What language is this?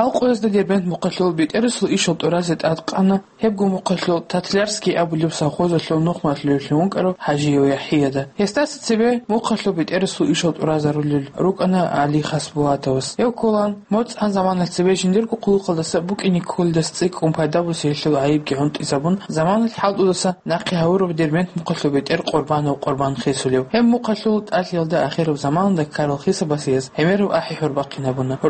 Avaric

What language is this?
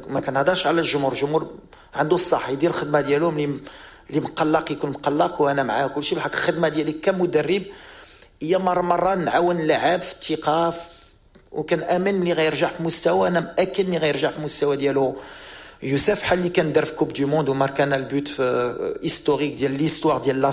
Moroccan Arabic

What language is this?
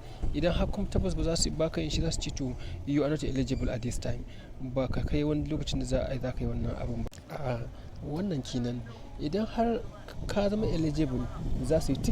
Hausa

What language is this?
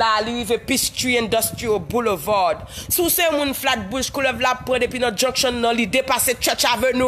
Haitian Creole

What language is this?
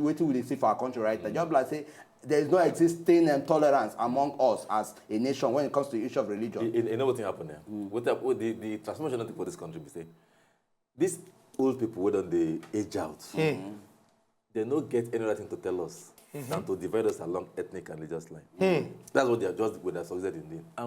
Nigerian Pidgin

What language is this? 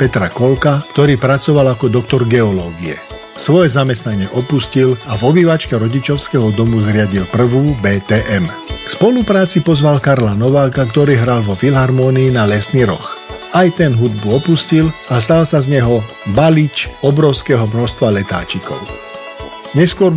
Slovak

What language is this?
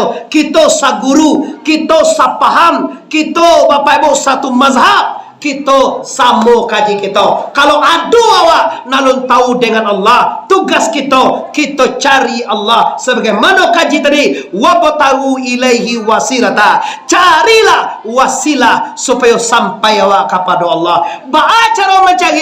Minangkabau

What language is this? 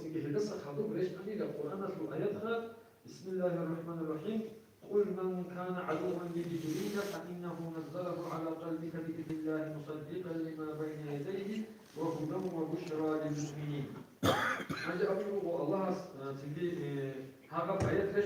Avaric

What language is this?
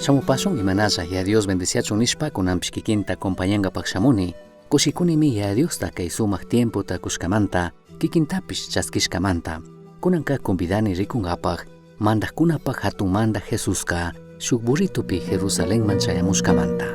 Chimborazo Highland Quichua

